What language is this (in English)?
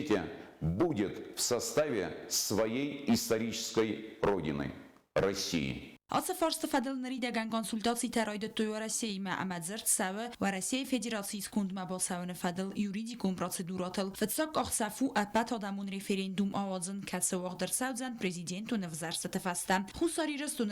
Ossetic